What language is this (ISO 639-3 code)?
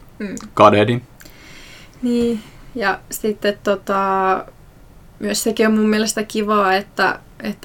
fin